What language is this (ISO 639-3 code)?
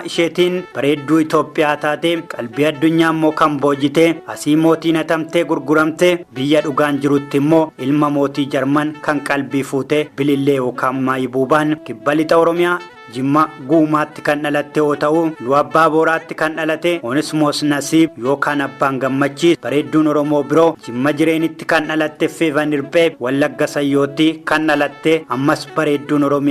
orm